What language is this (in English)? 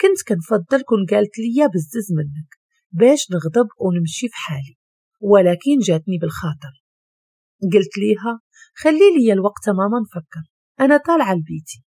Moroccan Arabic